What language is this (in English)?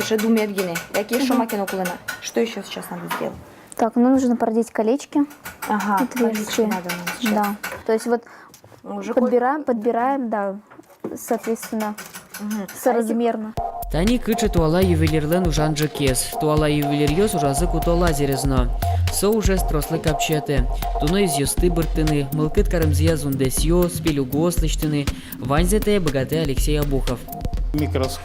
Udmurt